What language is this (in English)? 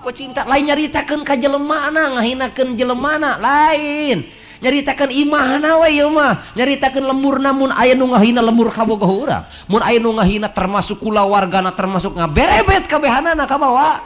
Sundanese